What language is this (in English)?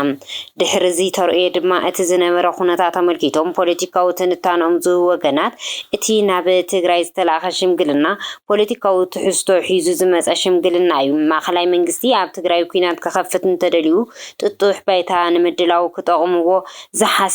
Tigrinya